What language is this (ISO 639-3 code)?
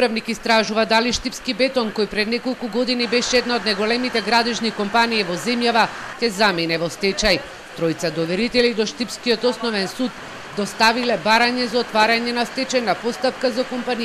mkd